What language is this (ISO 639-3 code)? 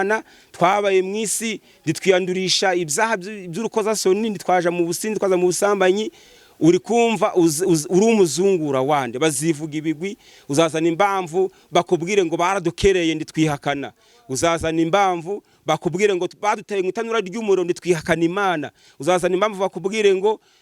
kin